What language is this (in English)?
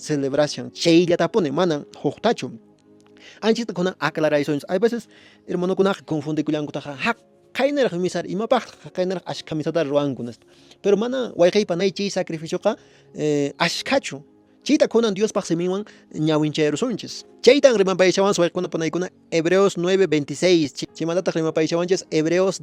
Quechua